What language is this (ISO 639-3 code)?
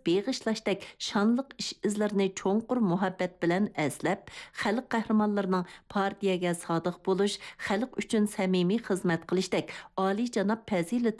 uig